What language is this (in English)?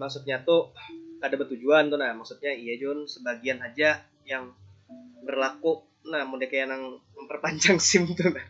Banjar